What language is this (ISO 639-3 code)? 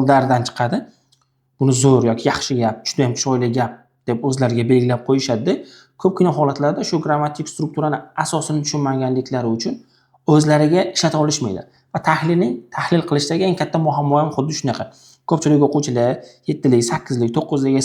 uzb